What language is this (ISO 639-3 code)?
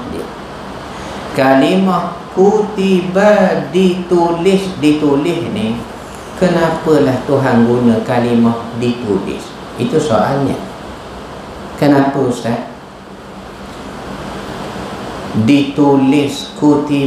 msa